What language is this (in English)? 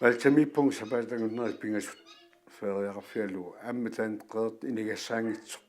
Kalaallisut